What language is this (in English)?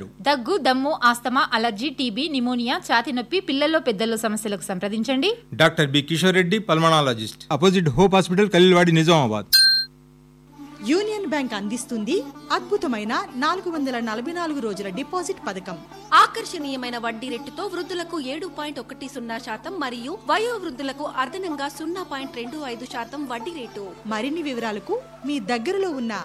Telugu